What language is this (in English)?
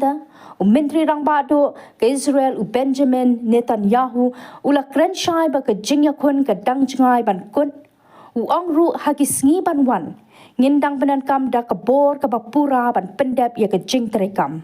Khasi